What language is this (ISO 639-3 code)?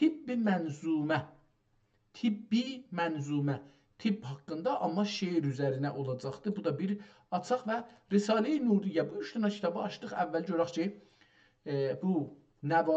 azb